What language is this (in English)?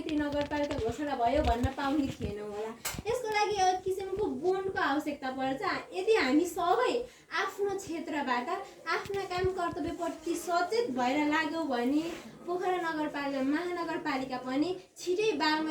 Nepali